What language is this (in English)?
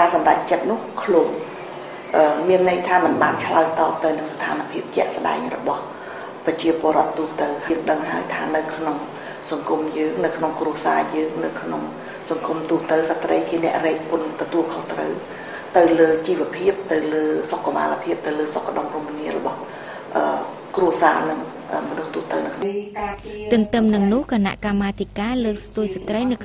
Khmer